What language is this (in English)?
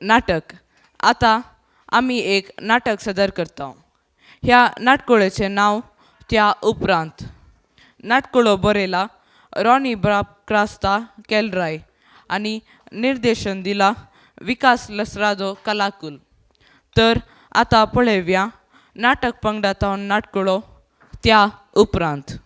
Konkani